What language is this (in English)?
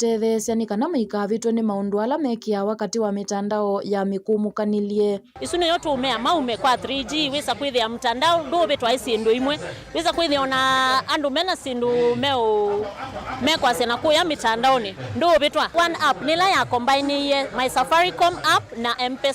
Kamba